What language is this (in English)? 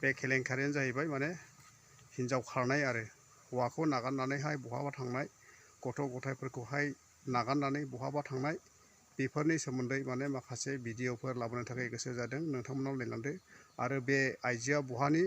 Bodo